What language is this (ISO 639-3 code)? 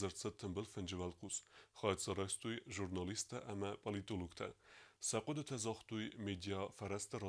oss